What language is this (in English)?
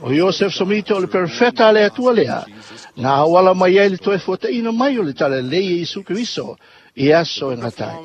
Samoan